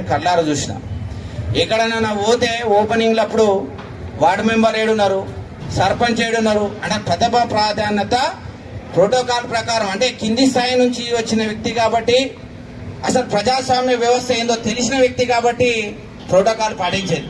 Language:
Telugu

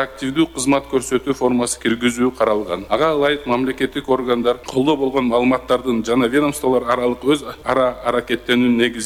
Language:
Kyrgyz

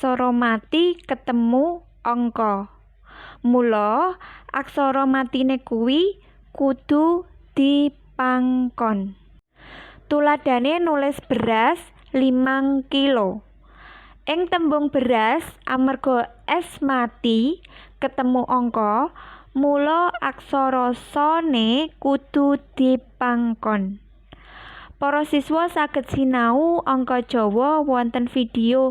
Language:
Javanese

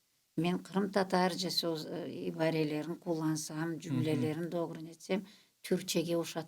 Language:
Crimean Tatar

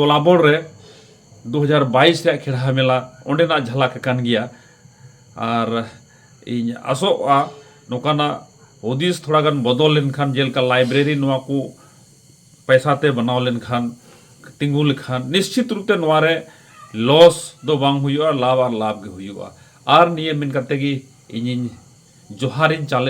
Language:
Santali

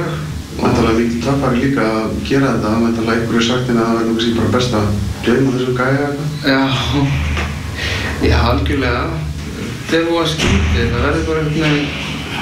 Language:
Icelandic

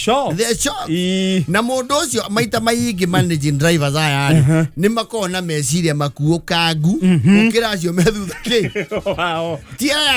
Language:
Kikuyu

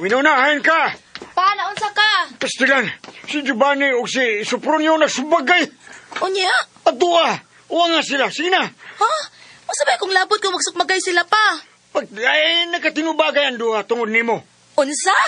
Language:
Cebuano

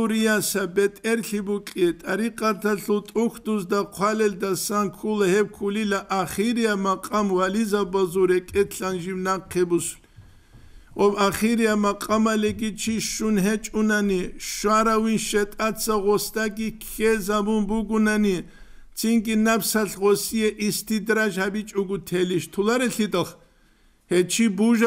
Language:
Avaric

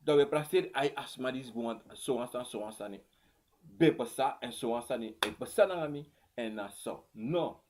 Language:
Sranan Tongo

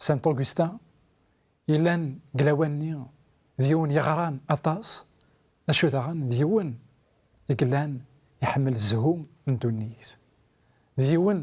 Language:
Kabyle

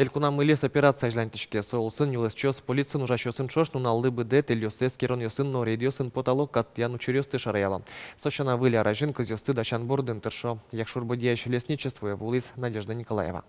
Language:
Udmurt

